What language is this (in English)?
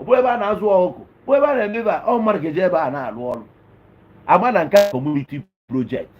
Igbo